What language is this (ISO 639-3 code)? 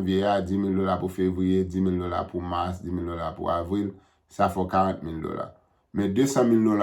hat